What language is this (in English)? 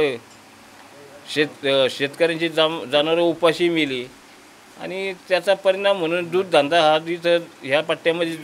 Marathi